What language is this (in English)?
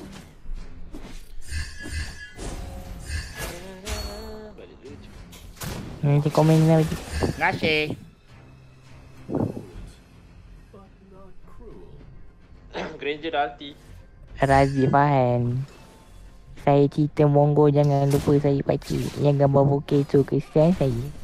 Malay